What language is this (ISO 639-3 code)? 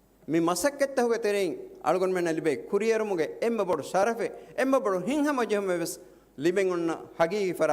div